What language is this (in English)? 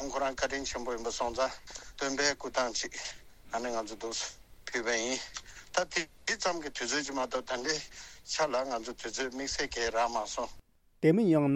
Tibetan